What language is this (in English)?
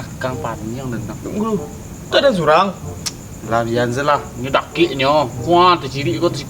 Minangkabau